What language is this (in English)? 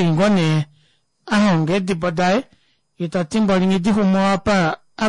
Kuanyama